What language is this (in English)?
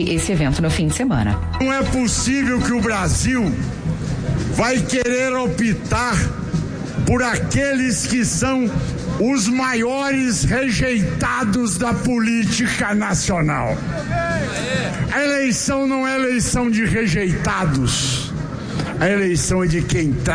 Portuguese